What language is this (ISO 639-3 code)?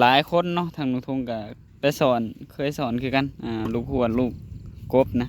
tts